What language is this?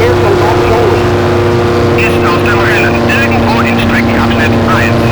Bavarian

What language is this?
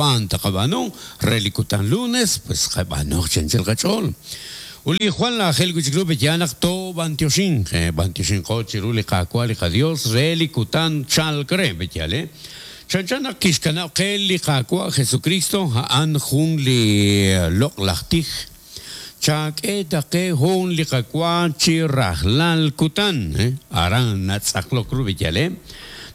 Kekchí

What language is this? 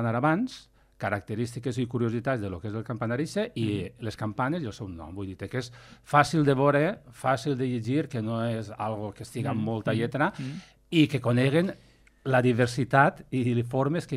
Catalan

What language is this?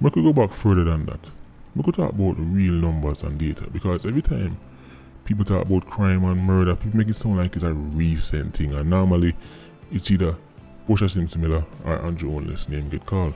Jamaican Creole English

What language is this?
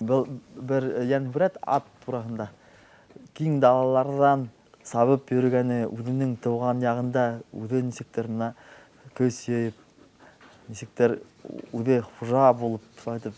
Bashkir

